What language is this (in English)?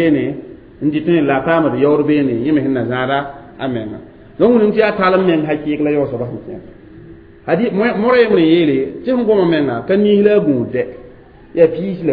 Mossi